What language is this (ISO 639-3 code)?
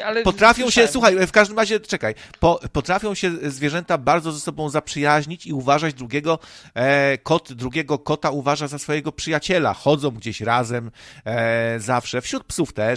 pol